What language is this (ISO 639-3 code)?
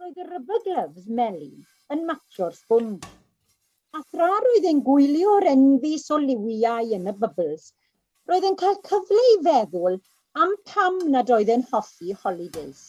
cym